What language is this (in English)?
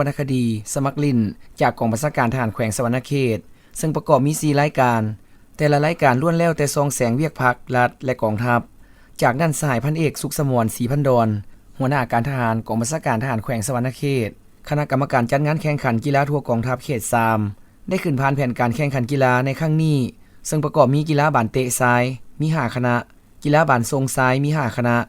Lao